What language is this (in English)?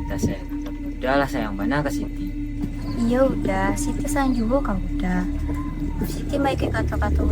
Minangkabau